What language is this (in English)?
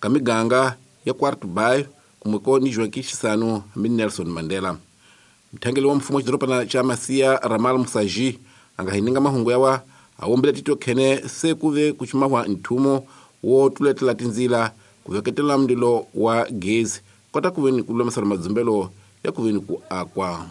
Tsonga